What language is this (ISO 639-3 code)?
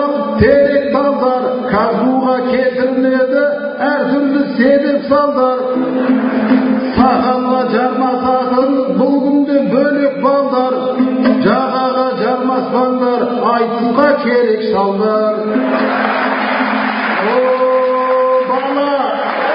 kaz